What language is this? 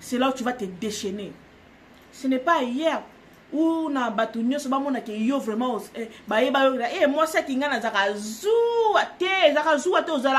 Lingala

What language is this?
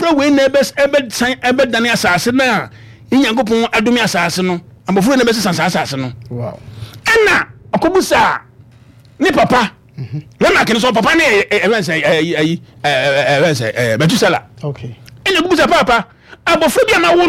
Akan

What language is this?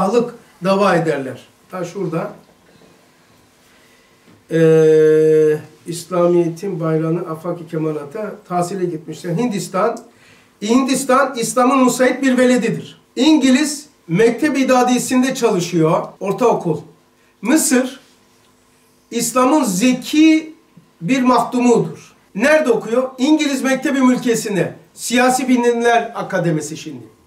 Turkish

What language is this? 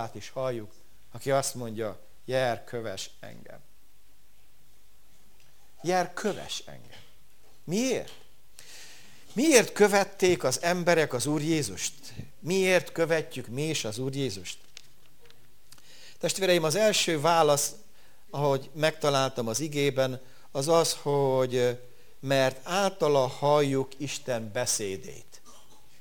Hungarian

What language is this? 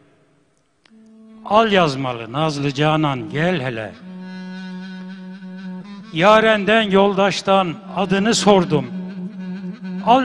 Turkish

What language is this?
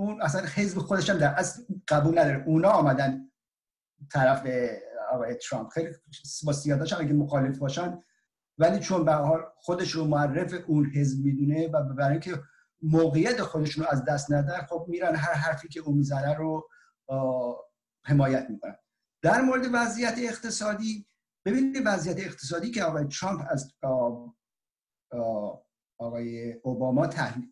Persian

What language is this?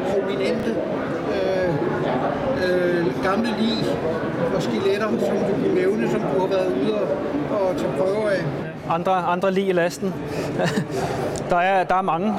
Danish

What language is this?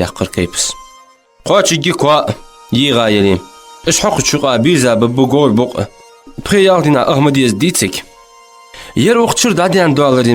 Ingush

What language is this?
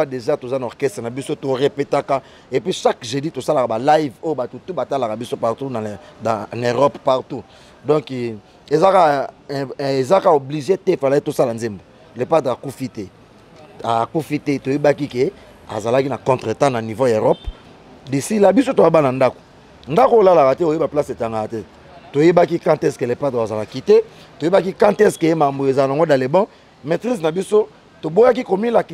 Lingala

